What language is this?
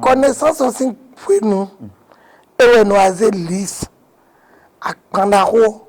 Fon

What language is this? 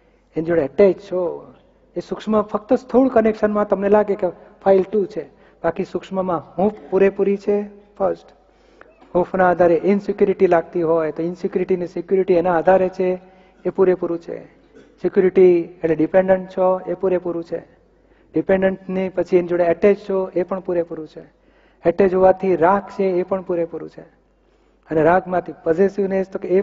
Gujarati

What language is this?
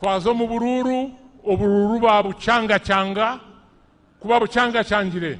Nyankole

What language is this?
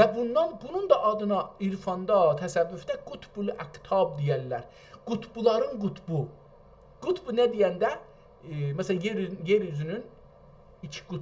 South Azerbaijani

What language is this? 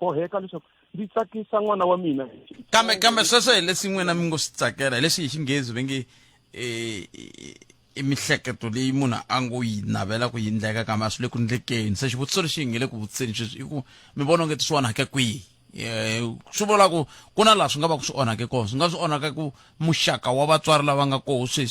Tsonga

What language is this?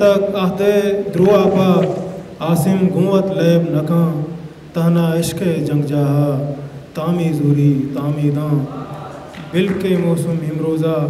Eastern Balochi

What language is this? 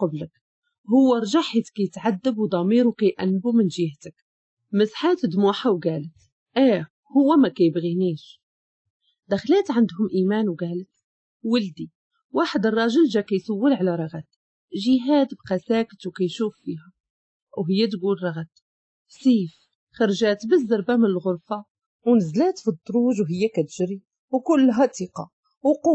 Moroccan Arabic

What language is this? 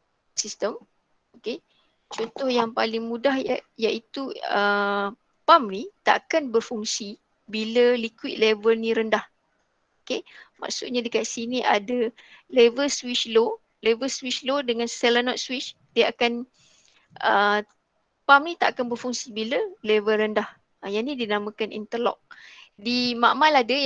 Malay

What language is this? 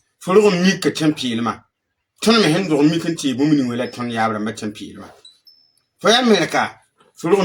Mossi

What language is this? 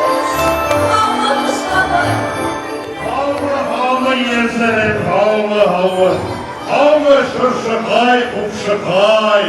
Bashkir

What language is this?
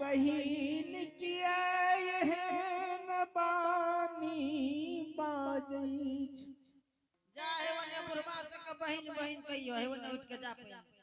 Angika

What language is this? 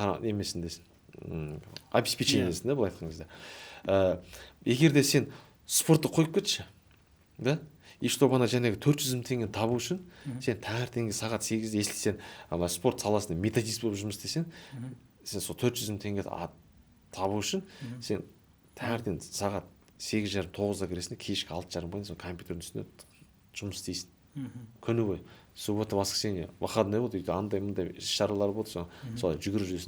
Kazakh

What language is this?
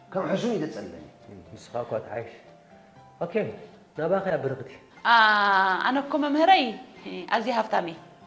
Tigrinya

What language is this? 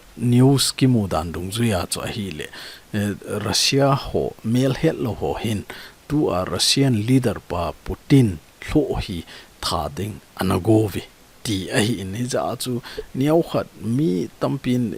Thado Chin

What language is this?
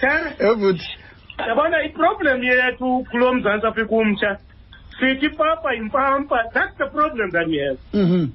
Xhosa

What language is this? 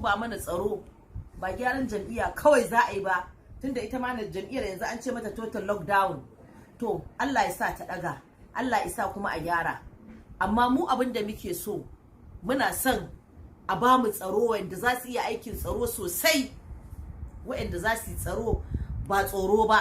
Hausa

